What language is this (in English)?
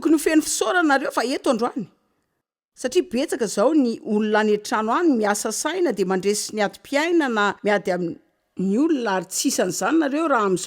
Malagasy